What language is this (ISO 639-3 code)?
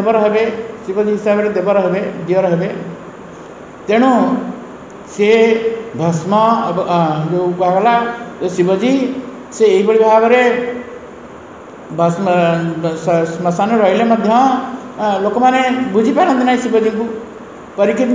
ori